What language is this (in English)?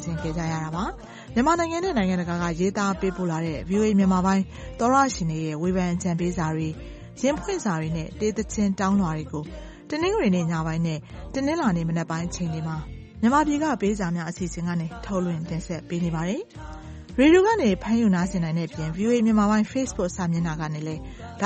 Burmese